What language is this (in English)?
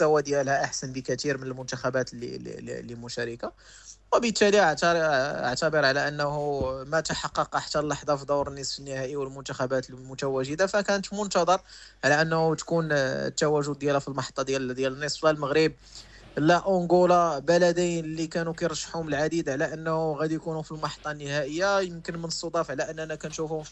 Moroccan Arabic